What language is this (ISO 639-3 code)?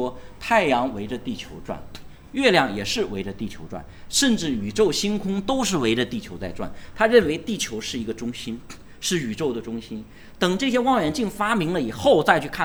zho